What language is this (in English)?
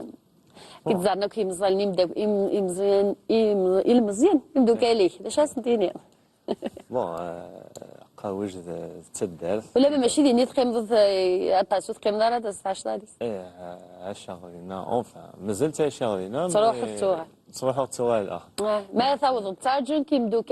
Kabyle